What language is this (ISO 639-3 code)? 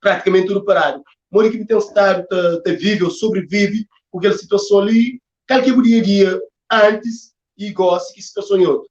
kea